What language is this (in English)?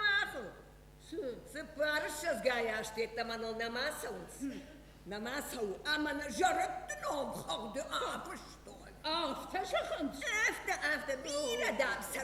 Ossetic